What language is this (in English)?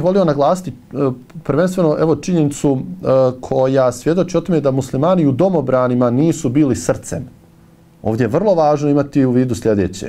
Bosnian